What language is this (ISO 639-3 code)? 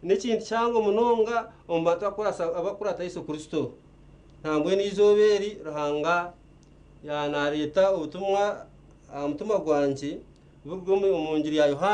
nyn